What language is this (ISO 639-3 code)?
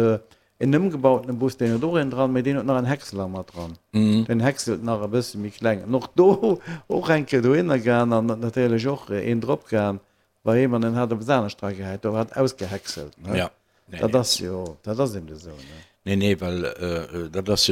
ltz